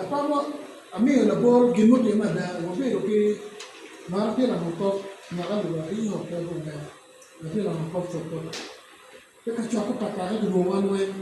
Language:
Acoli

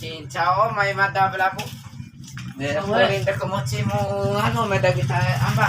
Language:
Bima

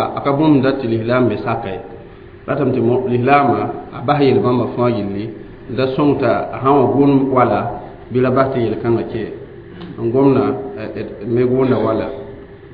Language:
Mossi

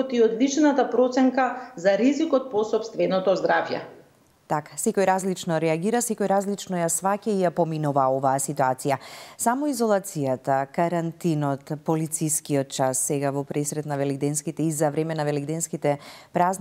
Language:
Macedonian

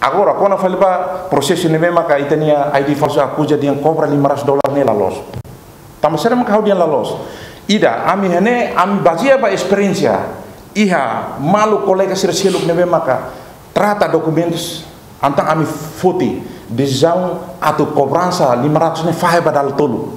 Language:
Tetum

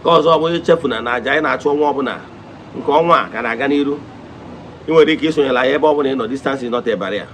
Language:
Igbo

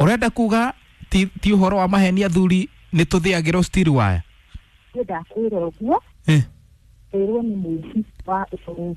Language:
Kikuyu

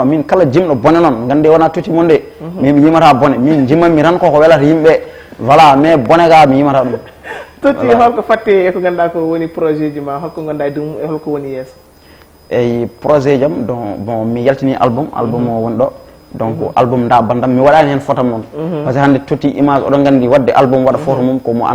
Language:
Fula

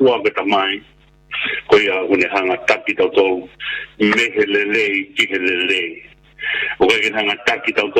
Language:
Tongan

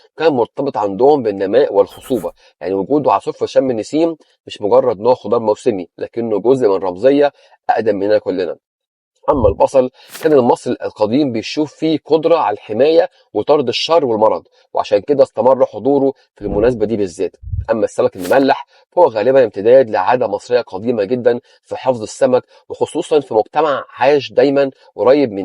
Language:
Egyptian Arabic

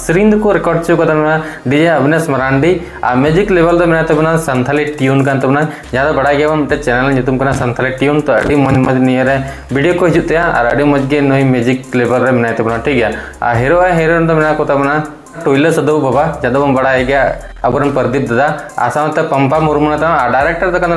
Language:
Santali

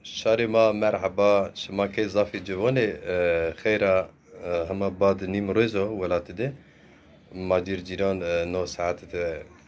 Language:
Zaza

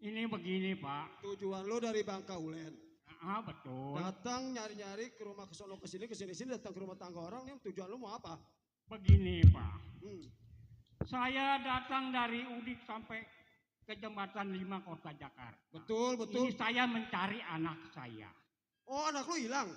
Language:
Betawi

